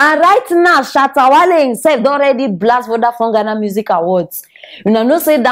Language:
Nigerian Pidgin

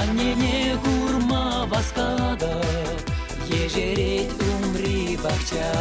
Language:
Chuvash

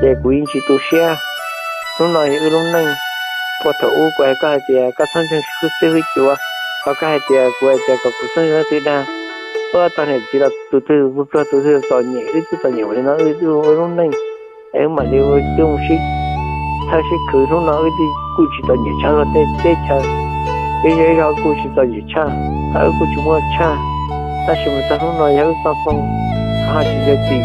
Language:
Hmong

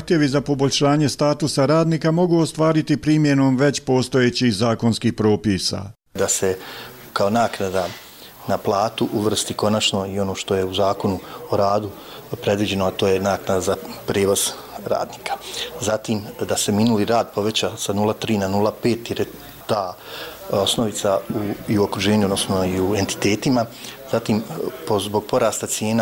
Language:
Croatian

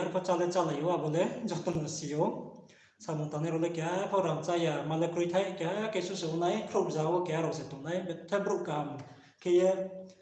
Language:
Riang (India)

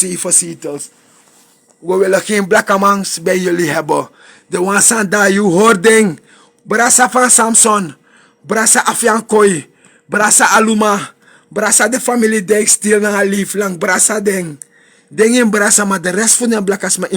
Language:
Sranan Tongo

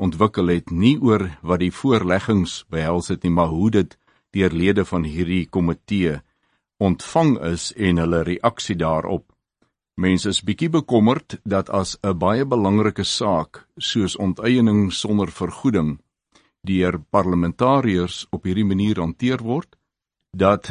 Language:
Afrikaans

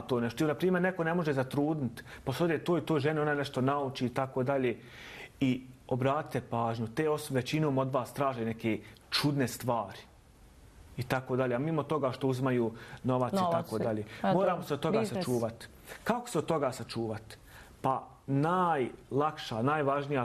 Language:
Bosnian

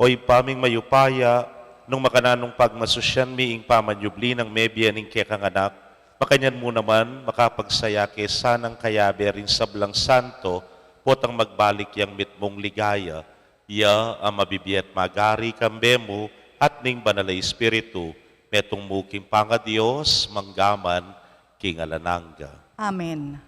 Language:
Pampanga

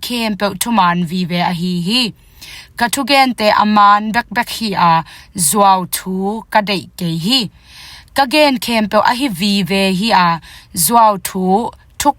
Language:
Tedim Chin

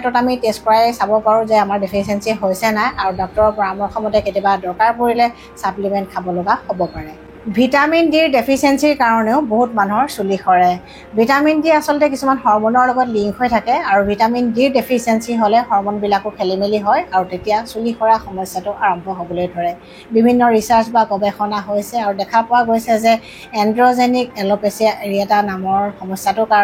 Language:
Assamese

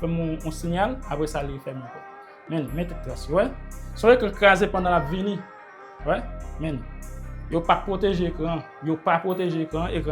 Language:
Haitian Creole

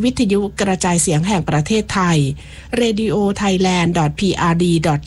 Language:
Thai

